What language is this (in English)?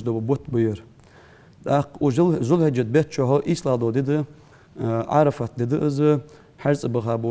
Ingush